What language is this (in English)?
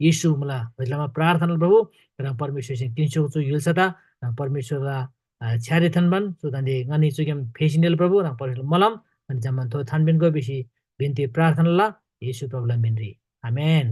Eastern Tamang